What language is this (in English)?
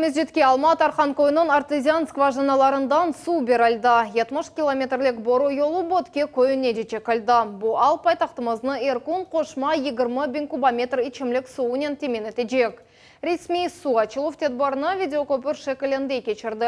Crimean Tatar